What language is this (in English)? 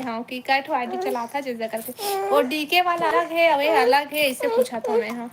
Chhattisgarhi